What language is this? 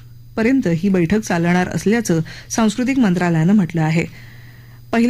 Marathi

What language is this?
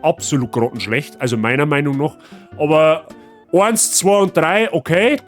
Bavarian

